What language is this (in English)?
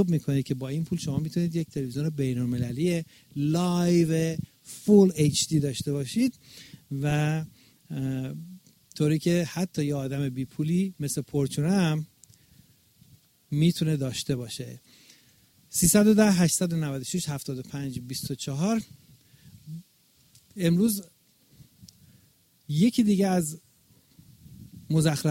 Persian